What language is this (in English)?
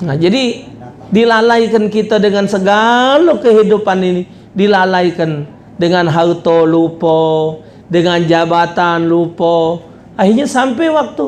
Musi